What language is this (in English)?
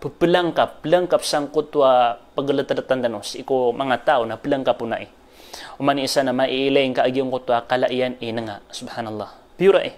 Maranao